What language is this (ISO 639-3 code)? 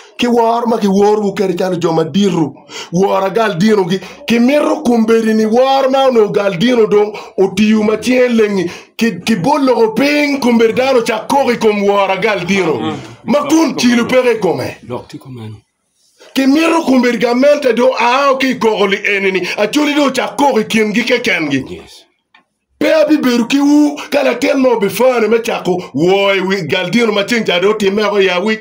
ach